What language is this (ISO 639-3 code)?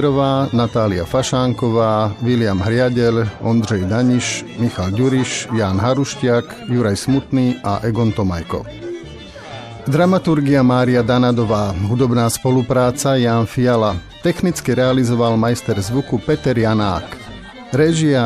slk